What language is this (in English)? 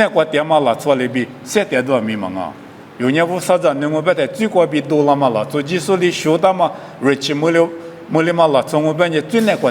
Lisu